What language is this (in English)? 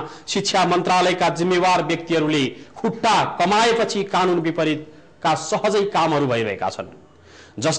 Nepali